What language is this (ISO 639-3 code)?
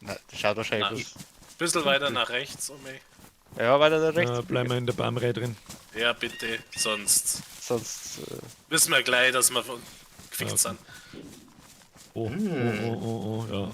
bar